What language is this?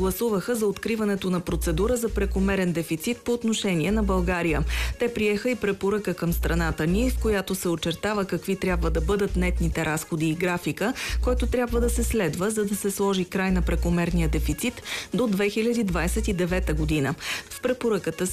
Bulgarian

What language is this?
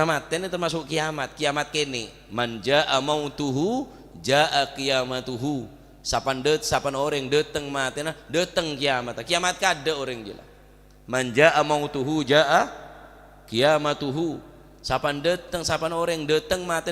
Madurese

